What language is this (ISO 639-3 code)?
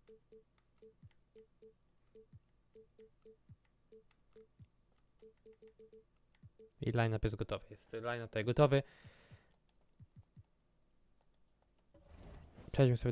pol